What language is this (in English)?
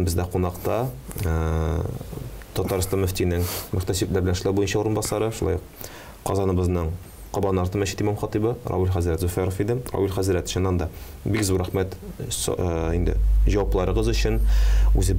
Tatar